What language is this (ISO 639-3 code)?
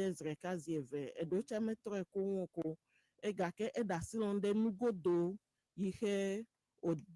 ewe